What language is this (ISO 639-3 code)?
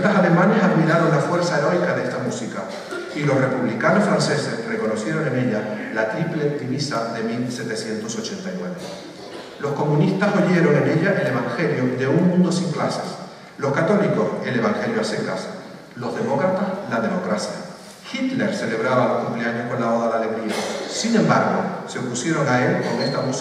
spa